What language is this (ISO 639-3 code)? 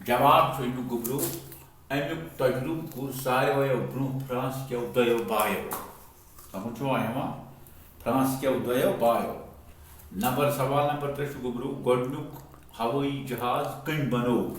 kas